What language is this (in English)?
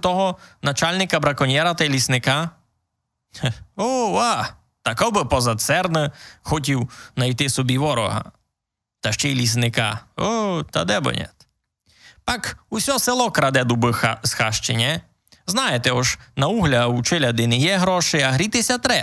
Rusyn